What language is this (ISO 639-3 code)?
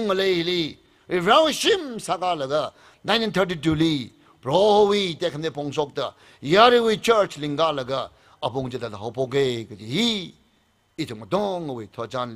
nmf